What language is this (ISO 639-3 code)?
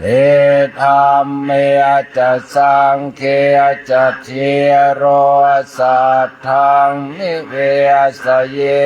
pli